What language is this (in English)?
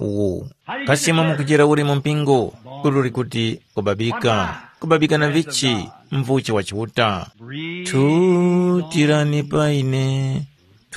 Tumbuka